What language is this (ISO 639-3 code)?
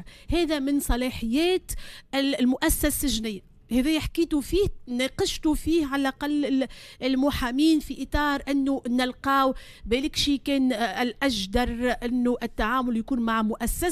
aeb